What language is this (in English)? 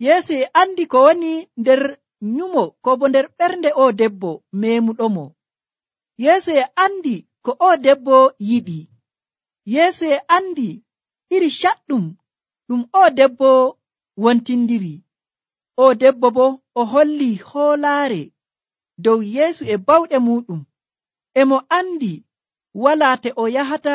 Nigerian Fulfulde